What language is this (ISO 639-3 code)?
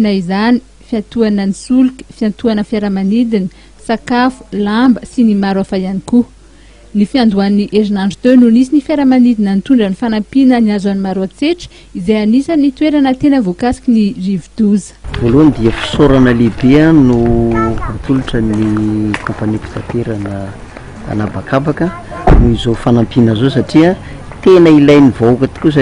mlg